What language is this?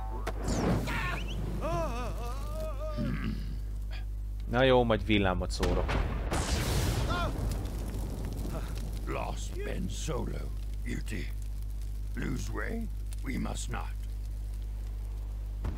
Hungarian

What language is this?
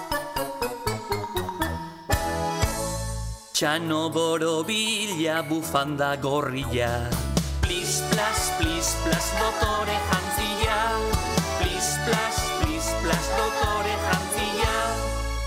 Basque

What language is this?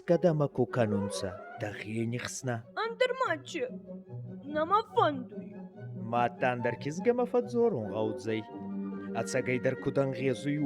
Ossetic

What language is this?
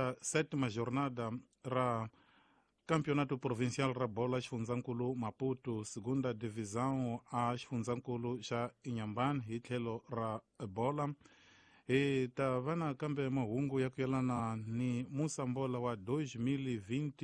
Tsonga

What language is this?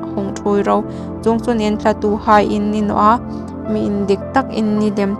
Hmar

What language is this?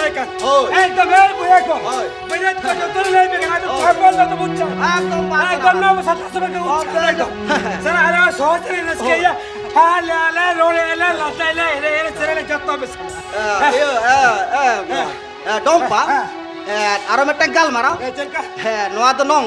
Santali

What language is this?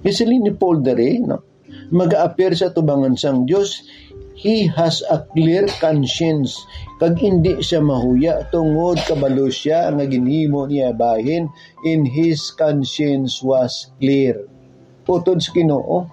Hiligaynon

